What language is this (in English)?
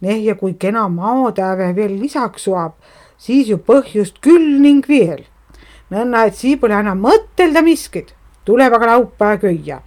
Estonian